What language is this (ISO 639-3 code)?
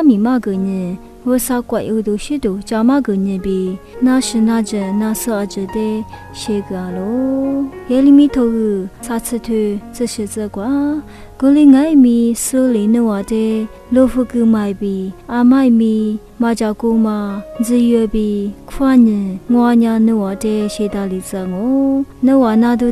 lis